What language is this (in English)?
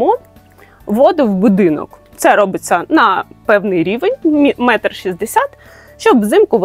Ukrainian